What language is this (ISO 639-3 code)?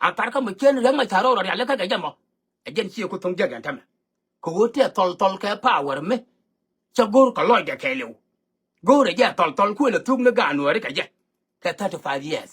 nus